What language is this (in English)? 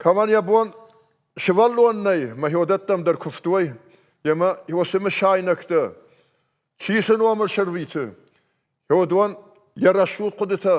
Ossetic